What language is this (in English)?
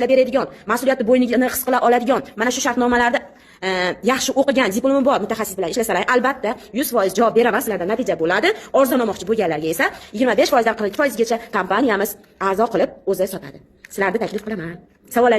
Uzbek